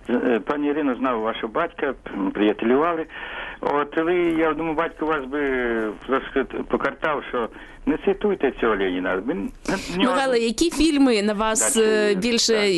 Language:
Ukrainian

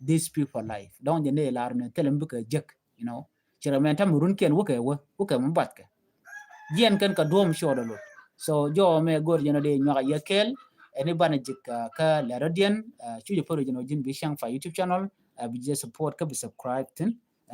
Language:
Nuer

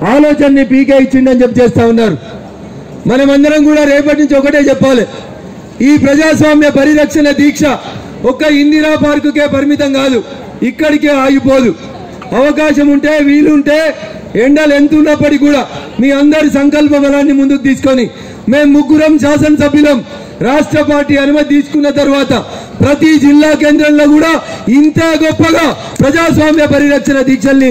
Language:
Telugu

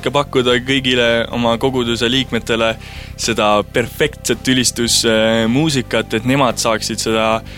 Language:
Estonian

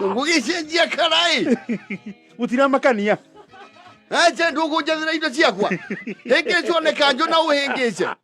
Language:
Kikuyu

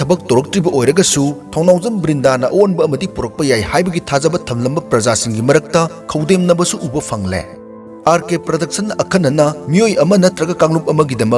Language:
Manipuri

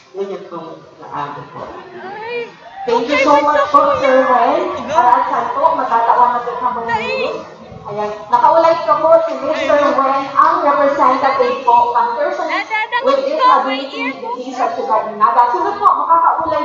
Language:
Bikol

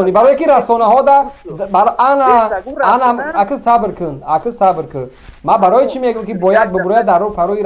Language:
Tajik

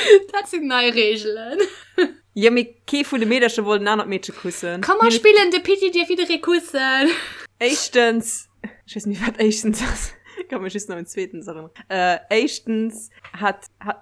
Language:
Luxembourgish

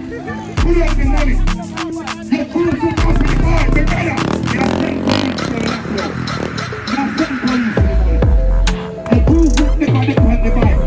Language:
Jamaican Creole English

